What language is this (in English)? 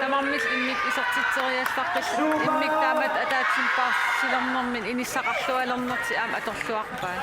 Kalaallisut